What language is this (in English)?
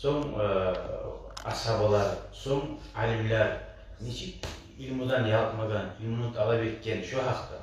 Kumyk